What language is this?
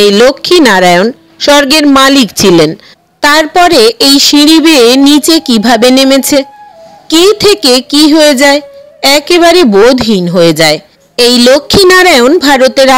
Bangla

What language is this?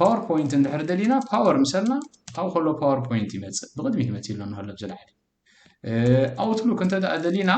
Tigrinya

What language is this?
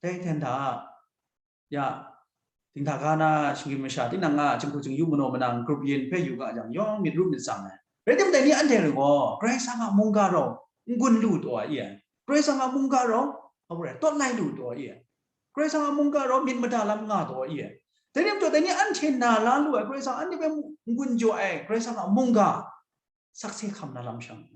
Kachin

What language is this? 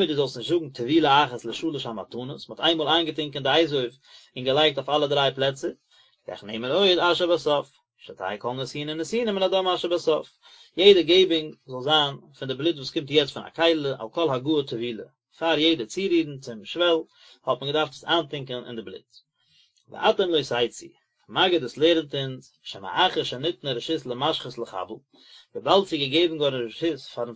Yiddish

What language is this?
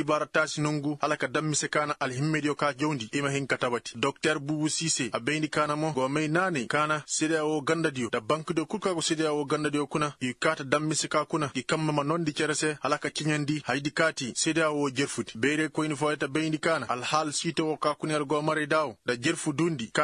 Koyraboro Senni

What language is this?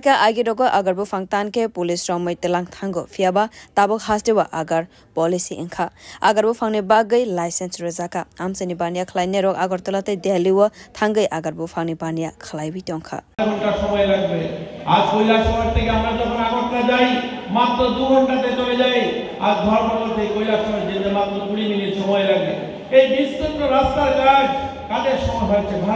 Kok Borok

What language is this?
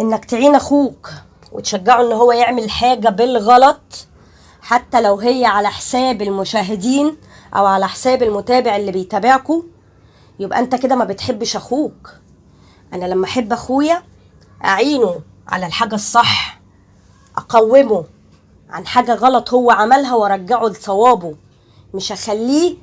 Egyptian Arabic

